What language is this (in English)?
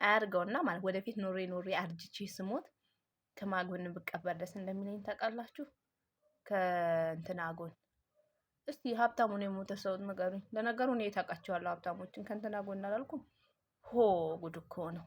Amharic